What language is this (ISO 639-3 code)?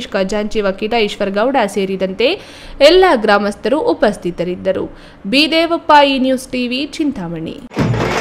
kan